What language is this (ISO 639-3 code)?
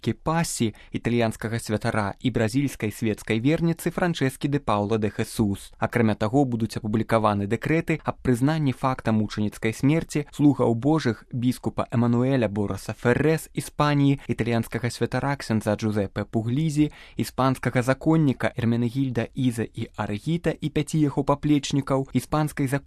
bel